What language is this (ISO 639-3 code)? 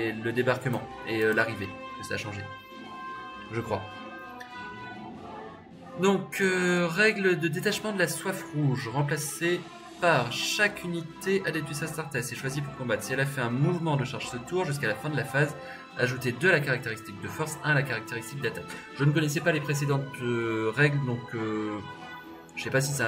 fra